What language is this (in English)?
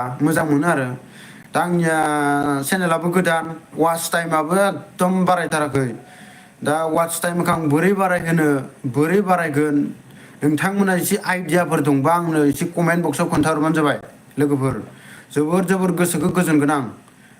Bodo